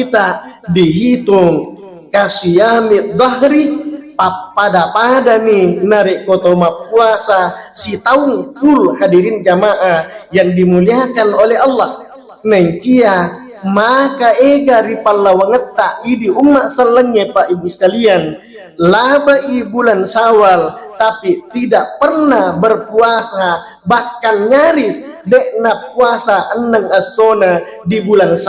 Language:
Buginese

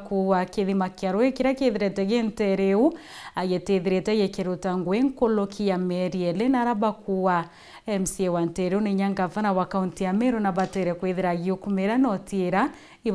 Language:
Meru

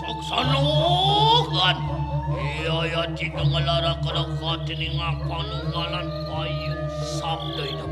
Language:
Balinese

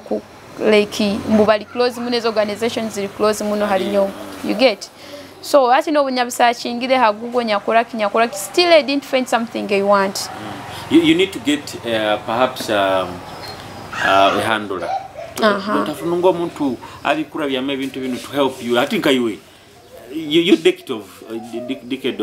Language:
Nyoro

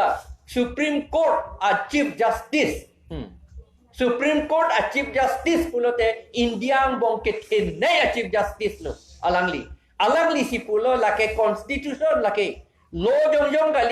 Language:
Karbi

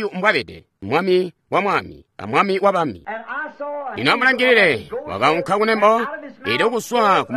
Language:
Tonga (Zambia)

